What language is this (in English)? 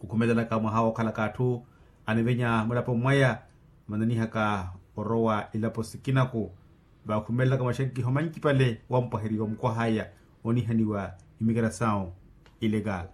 Makhuwa